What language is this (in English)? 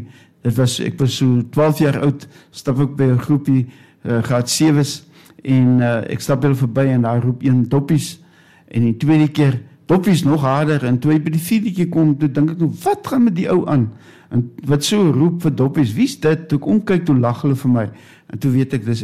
Afrikaans